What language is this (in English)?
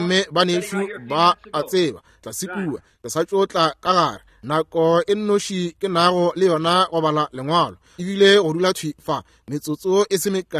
Northern Sotho